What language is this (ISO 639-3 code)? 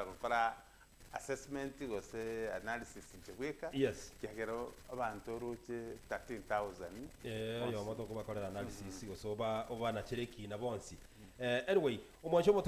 guz